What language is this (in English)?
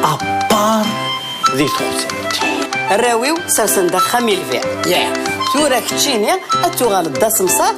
Kabyle